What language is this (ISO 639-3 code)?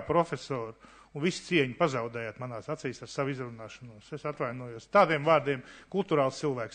lav